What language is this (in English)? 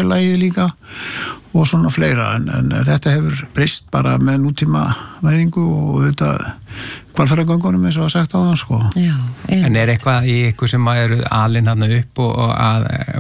Icelandic